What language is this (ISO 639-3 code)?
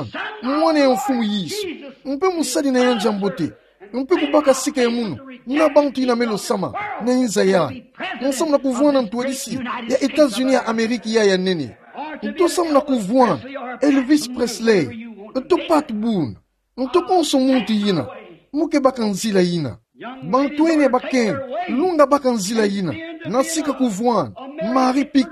ktu